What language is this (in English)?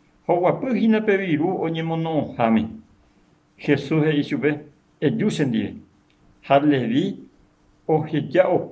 Guarani